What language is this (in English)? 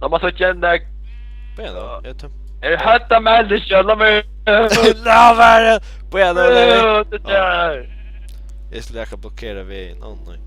Faroese